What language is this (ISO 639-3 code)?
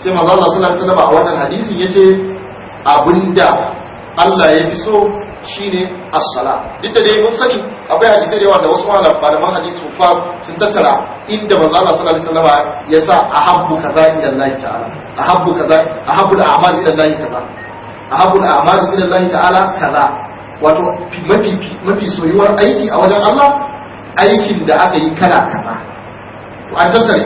hau